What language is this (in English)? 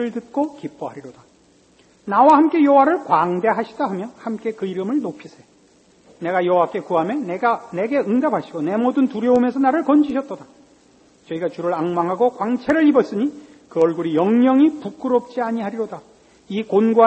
Korean